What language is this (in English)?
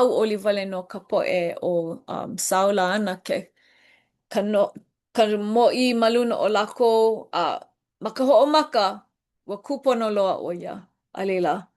Hawaiian